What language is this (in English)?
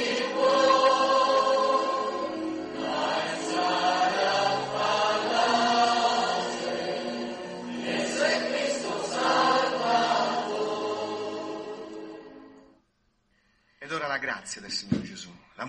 Italian